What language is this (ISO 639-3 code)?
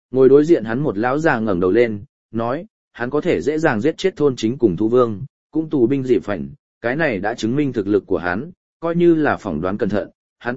vie